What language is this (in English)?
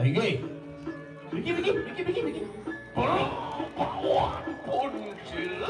Balinese